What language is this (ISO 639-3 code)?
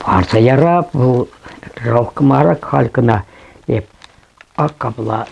chv